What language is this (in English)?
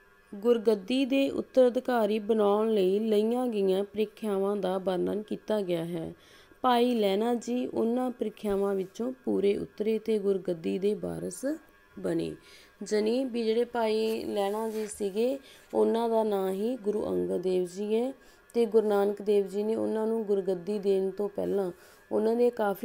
Punjabi